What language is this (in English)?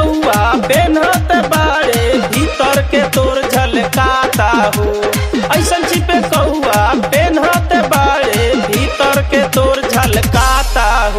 Bhojpuri